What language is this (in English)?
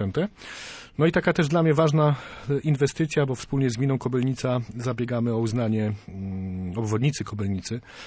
Polish